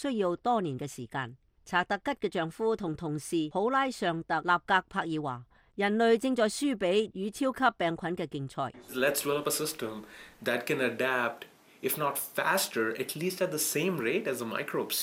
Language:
Cantonese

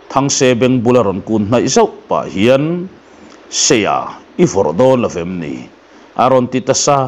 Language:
Mizo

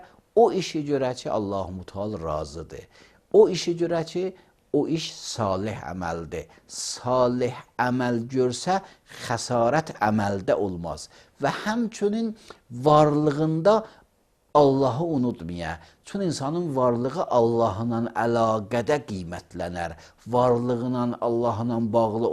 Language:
Azerbaijani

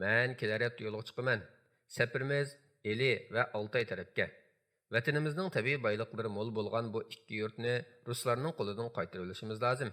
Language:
Uyghur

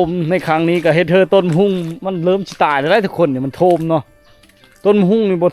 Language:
Lao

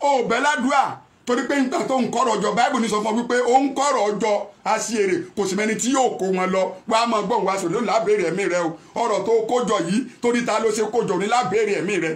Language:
Yoruba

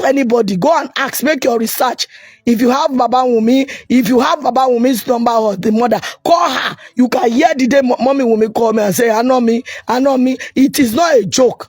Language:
Yoruba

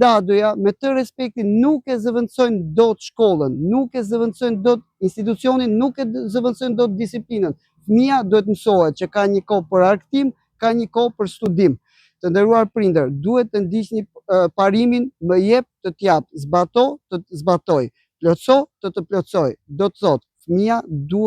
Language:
Albanian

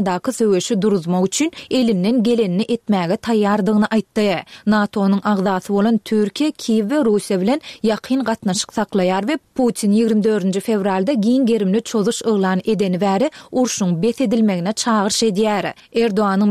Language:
Turkmen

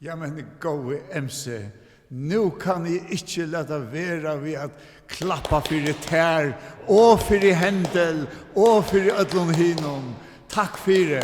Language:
Faroese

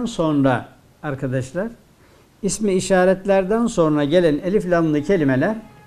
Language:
Turkish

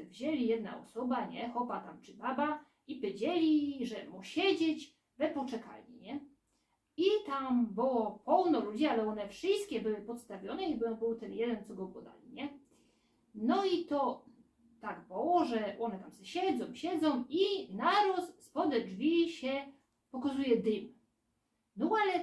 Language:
Silesian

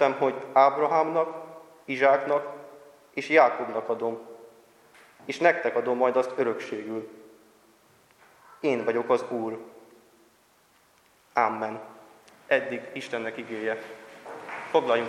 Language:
Hungarian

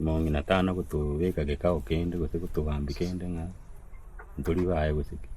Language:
Gusii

